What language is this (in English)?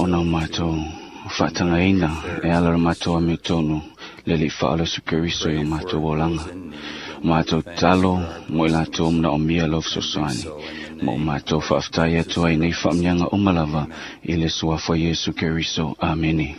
Samoan